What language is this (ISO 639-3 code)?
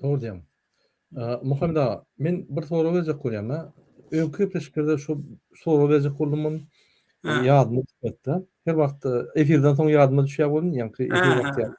tuk